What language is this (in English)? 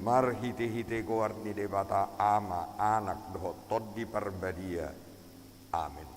Batak Toba